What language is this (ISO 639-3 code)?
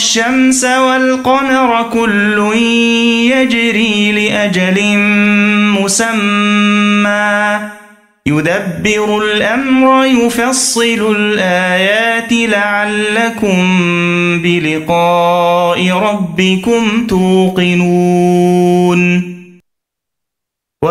ara